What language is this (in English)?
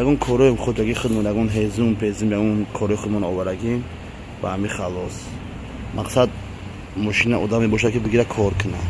Tajik